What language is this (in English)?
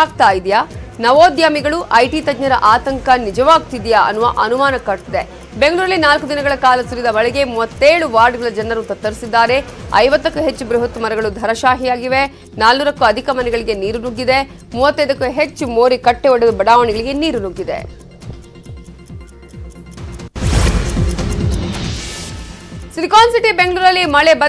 Kannada